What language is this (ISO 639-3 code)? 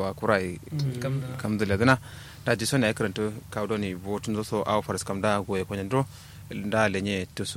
kau